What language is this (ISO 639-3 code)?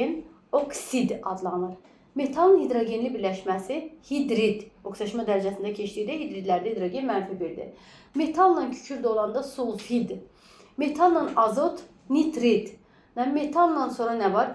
aze